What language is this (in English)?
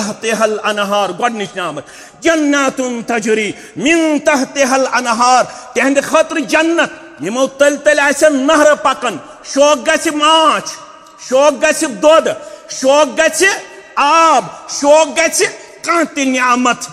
Kashmiri